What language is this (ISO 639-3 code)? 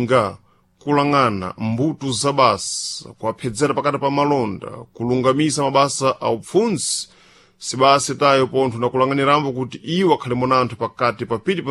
seh